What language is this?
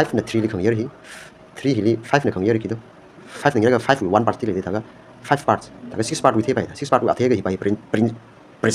Tangkhul Naga (India)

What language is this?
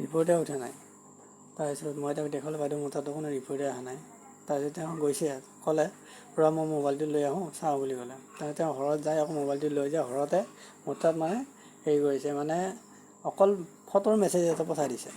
Assamese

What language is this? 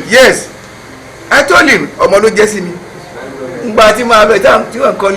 Yoruba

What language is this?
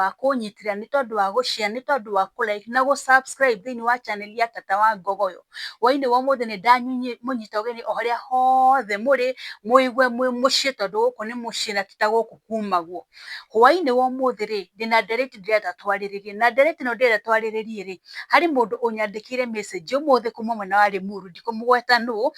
Kikuyu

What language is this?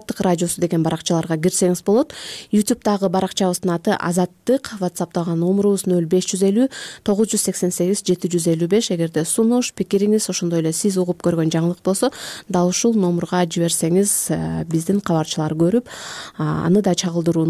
Kyrgyz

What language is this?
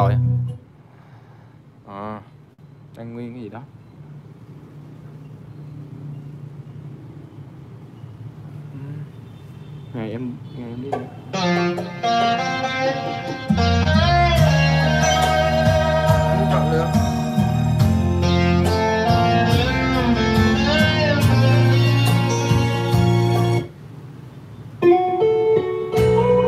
Vietnamese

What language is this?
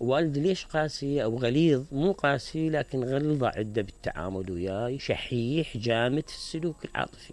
Mesopotamian Arabic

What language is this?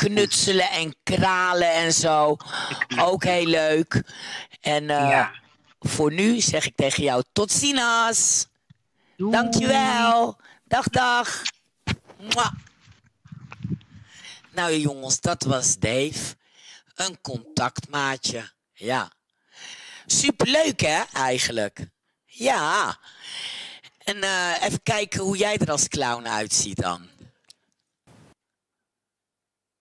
Dutch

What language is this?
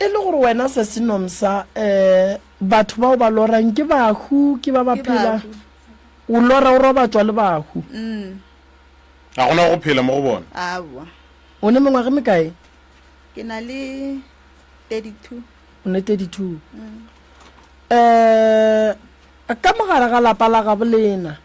Northern Sotho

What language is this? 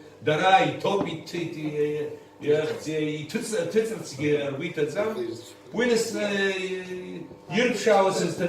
Abkhazian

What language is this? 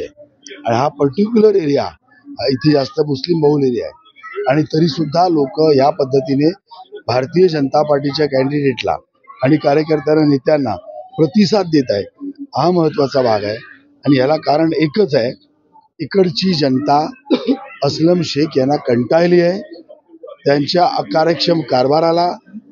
Marathi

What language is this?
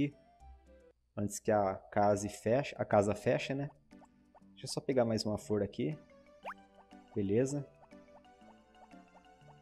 Portuguese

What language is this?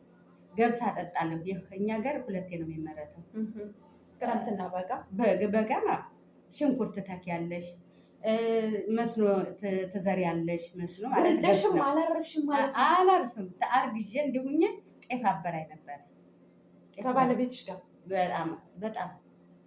Amharic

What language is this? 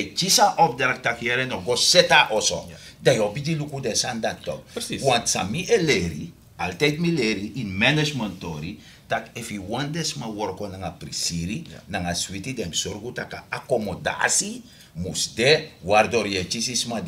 Sranan Tongo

